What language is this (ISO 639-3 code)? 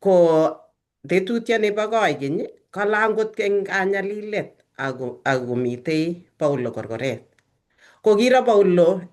kln